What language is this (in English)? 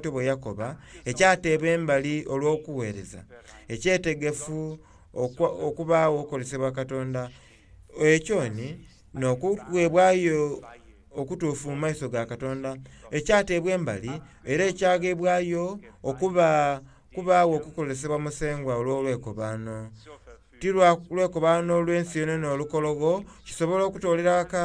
Soga